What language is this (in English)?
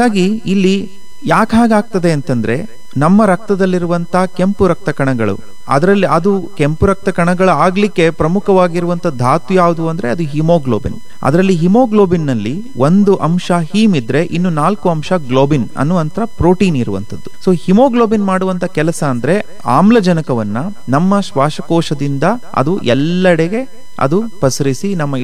Kannada